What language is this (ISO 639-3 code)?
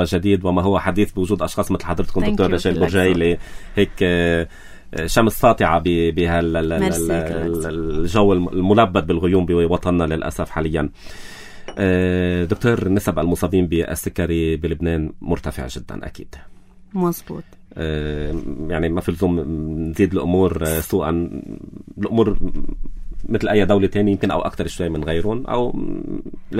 apc